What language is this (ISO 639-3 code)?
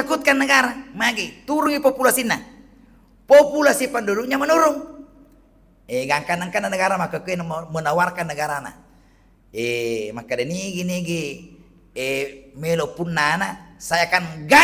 bug